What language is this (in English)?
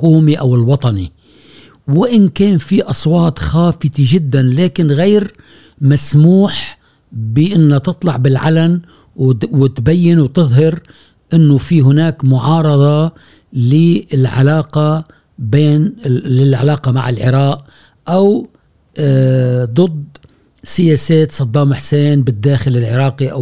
Gulf Arabic